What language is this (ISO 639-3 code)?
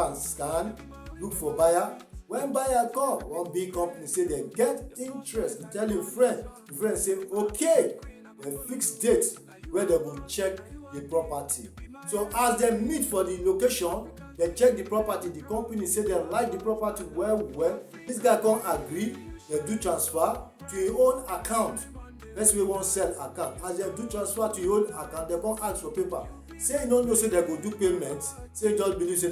pcm